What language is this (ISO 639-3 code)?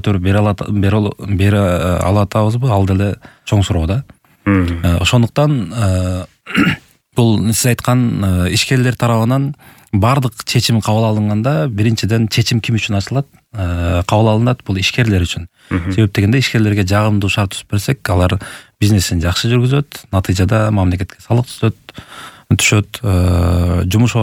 kir